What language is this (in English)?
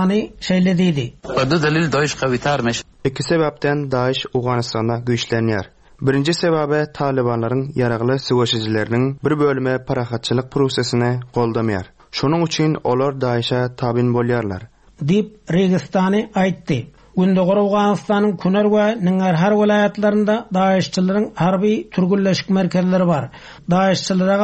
Turkmen